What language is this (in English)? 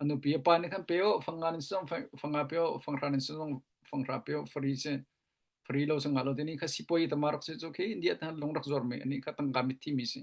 Hakha Chin